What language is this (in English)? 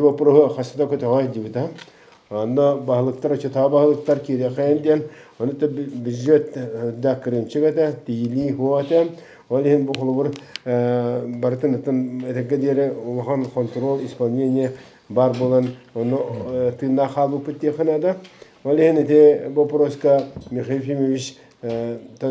Yakut